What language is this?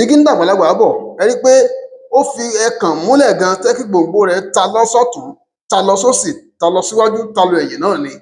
Yoruba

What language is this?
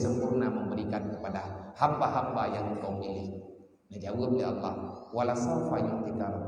Achinese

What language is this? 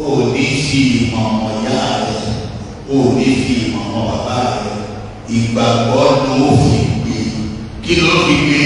Yoruba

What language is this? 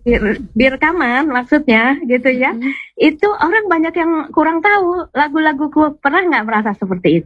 Indonesian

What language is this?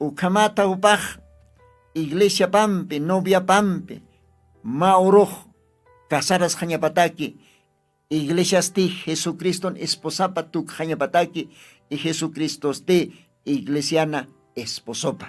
Aymara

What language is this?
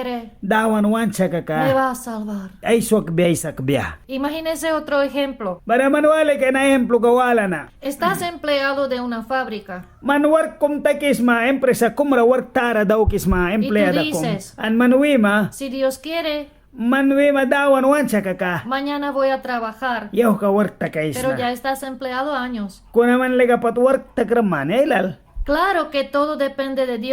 Mískito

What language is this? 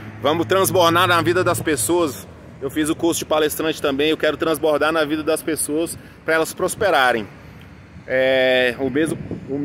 Portuguese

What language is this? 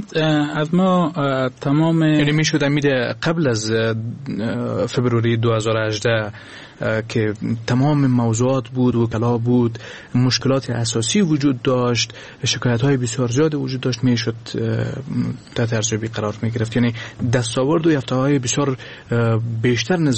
Persian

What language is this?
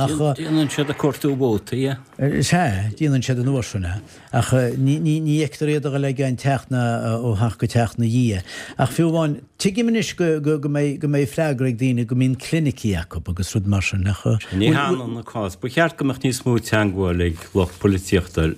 Irish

